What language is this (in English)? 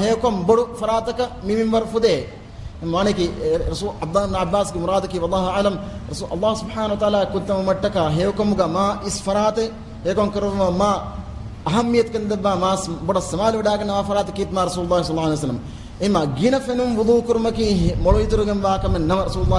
Divehi